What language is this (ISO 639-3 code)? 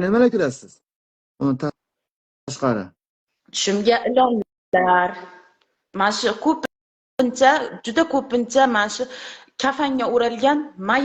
uzb